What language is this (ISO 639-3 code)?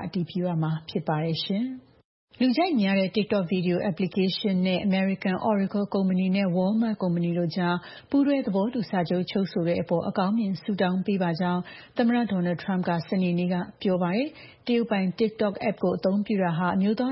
mya